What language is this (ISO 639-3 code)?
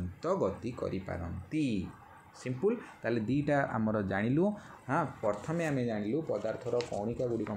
ori